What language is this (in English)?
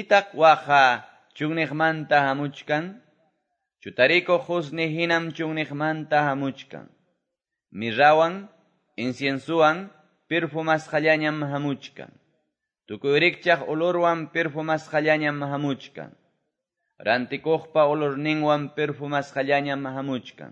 Quechua